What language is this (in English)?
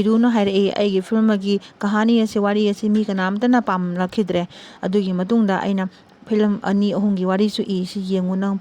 Manipuri